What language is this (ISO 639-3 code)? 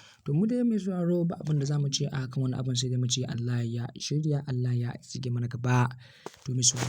hau